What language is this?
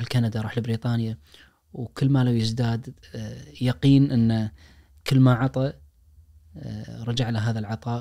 Najdi Arabic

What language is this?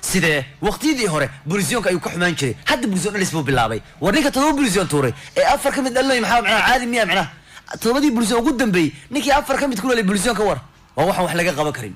Somali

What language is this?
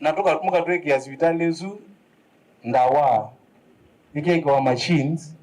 Kamba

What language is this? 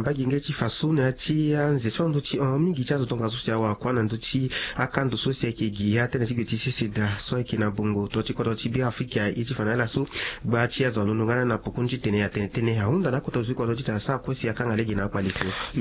Sango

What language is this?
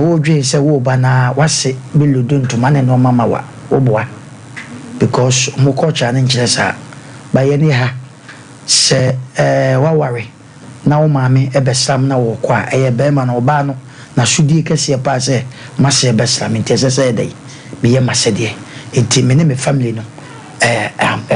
Akan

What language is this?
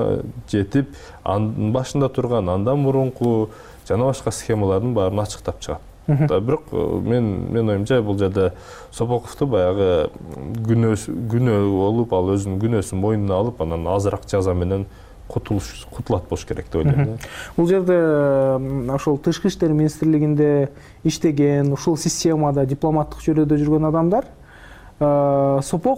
Kyrgyz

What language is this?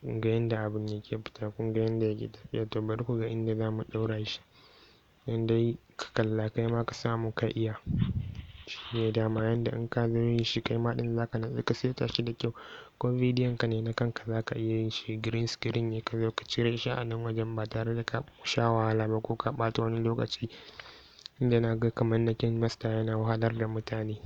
Hausa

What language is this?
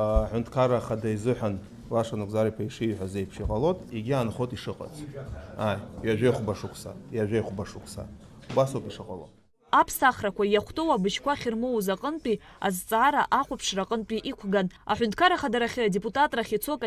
Abkhazian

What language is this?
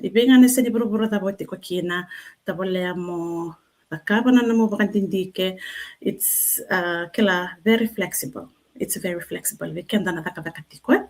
Fijian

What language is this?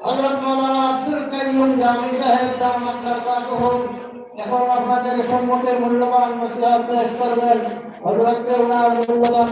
Sylheti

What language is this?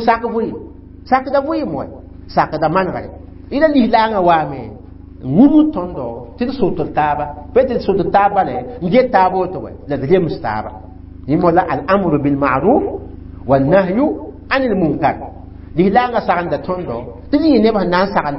Mossi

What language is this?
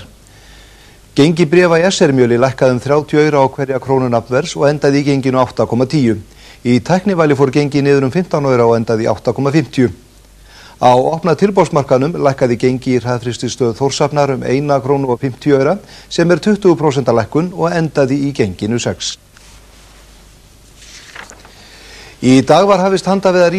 Icelandic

